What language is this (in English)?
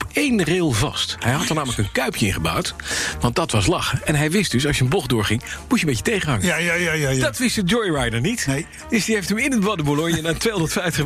Dutch